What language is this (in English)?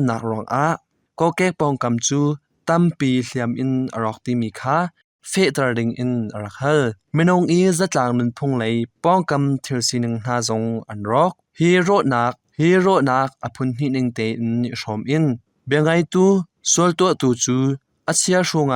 Hakha Chin